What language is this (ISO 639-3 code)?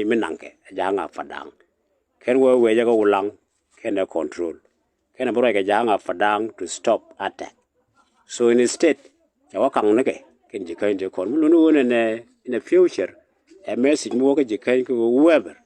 nus